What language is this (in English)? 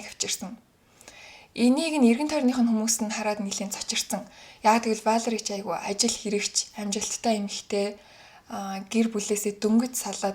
Mongolian